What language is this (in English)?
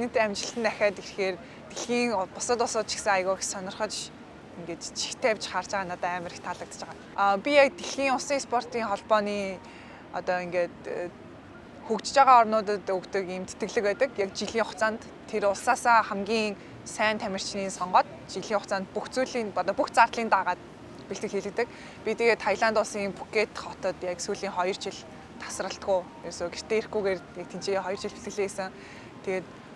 Mongolian